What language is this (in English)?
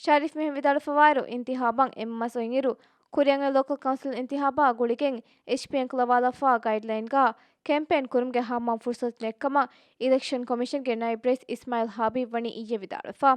Divehi